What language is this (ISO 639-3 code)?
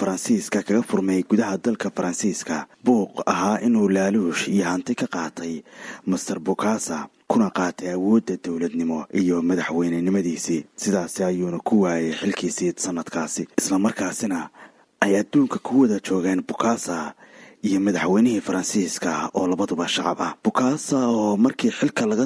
som